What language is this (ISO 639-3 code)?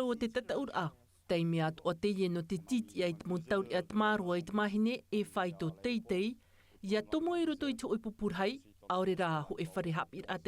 tah